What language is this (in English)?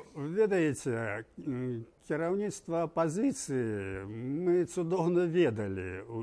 Belarusian